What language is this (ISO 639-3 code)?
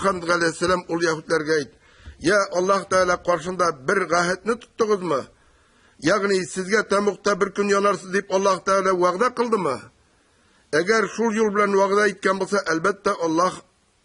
tat